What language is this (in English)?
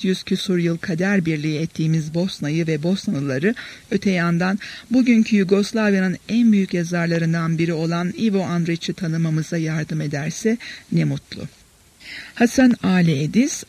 Turkish